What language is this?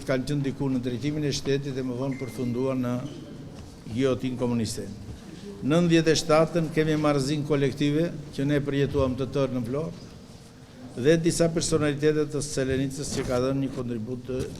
Albanian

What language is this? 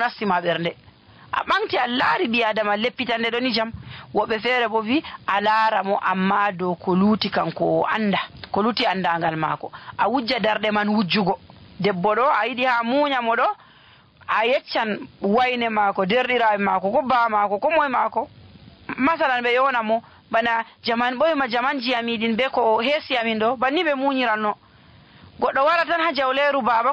Nigerian Fulfulde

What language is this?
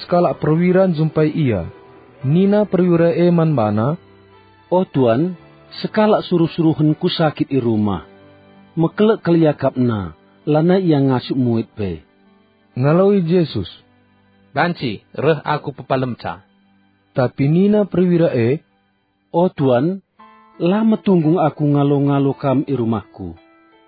Batak Karo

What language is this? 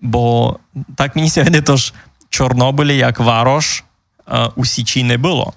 Rusyn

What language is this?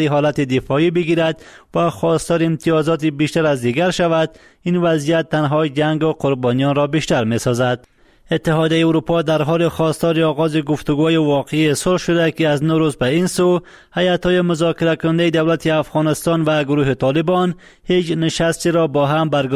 Persian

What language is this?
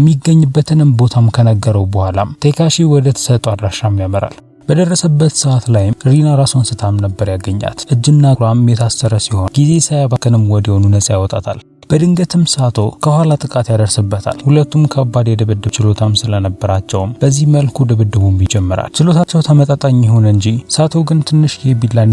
Amharic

